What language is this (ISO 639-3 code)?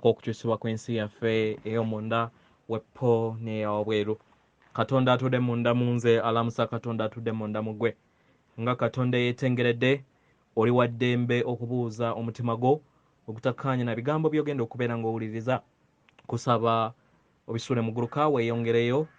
lug